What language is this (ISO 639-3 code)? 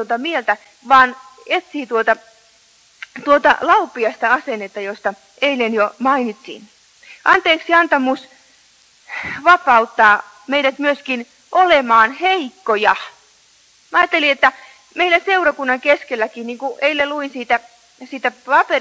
fin